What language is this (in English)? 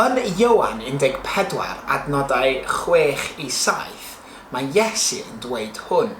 Welsh